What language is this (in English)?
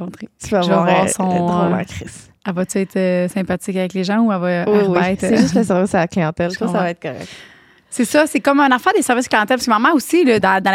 French